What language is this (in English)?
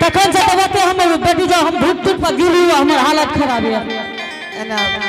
Angika